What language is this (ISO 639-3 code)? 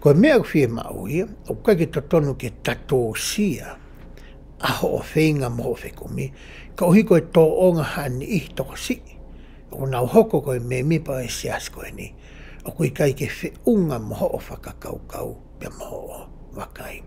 ton